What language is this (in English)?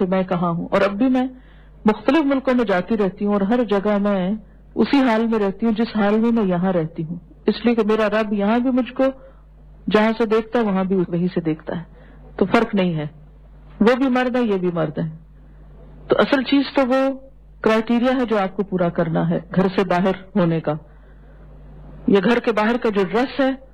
Urdu